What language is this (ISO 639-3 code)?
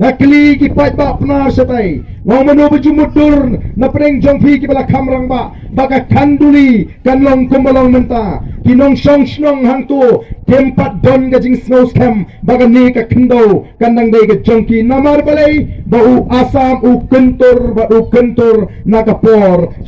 kha